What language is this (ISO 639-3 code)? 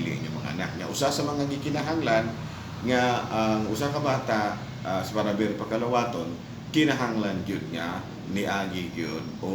ceb